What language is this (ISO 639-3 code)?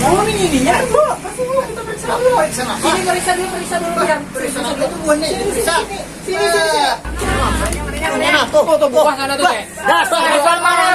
bjn